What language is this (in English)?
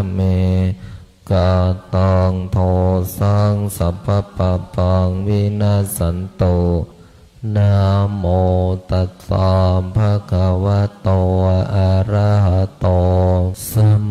Pali